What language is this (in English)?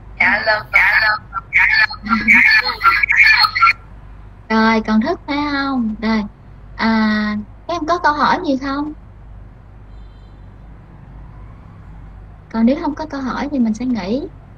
Vietnamese